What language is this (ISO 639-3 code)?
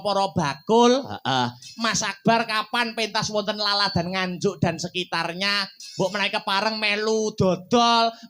jav